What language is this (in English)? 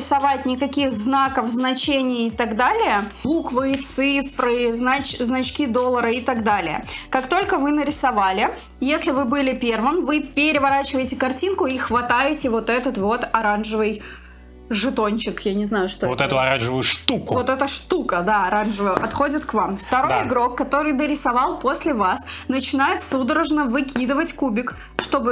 Russian